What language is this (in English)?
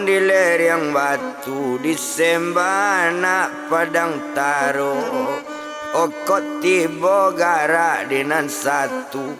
Minangkabau